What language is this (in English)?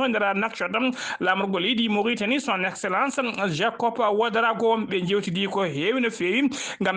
Fula